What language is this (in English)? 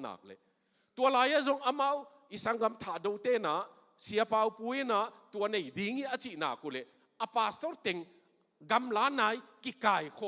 Tedim Chin